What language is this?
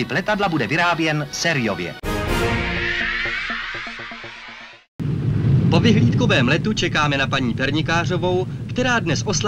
Czech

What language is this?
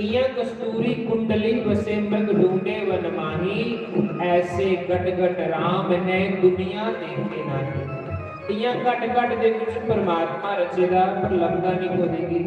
Dogri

